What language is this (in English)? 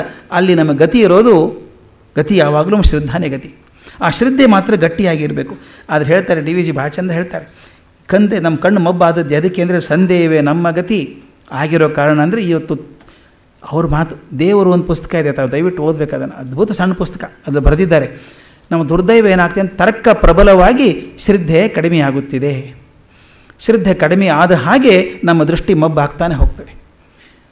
Kannada